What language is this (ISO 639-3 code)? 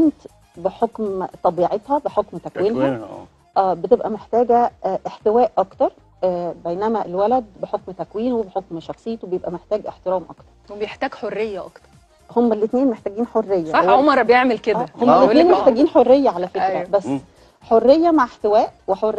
arz